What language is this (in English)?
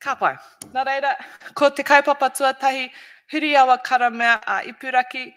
Māori